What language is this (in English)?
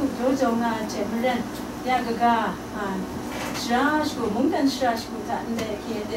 Kachin